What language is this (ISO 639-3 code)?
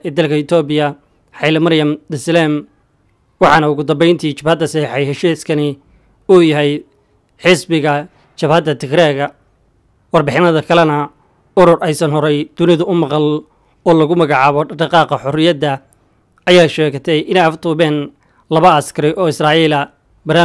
som